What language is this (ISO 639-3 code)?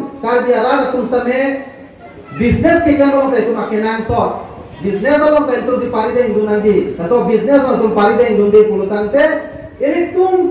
mjw